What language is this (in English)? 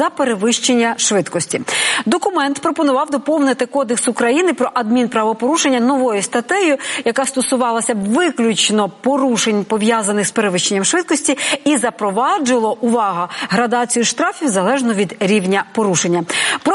Ukrainian